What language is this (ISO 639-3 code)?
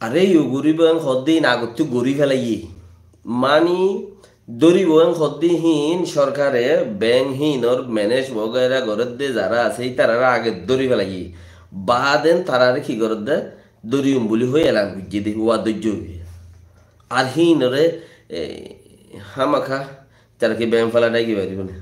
rhg